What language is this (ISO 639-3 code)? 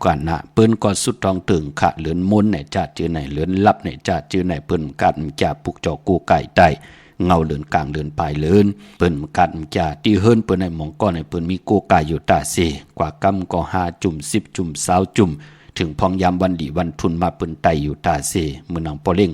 shn